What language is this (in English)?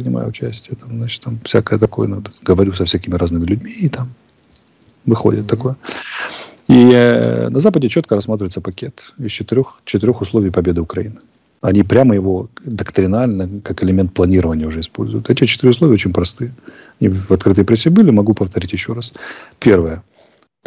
Russian